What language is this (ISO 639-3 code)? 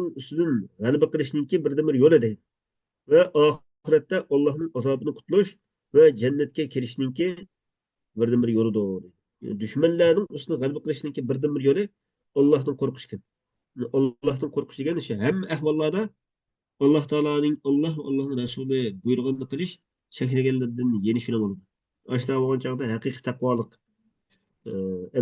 uig